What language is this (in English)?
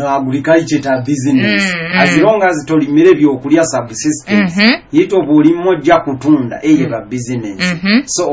Nyoro